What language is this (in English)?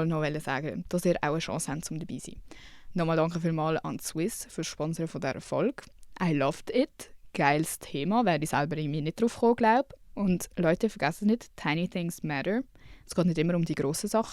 Swiss German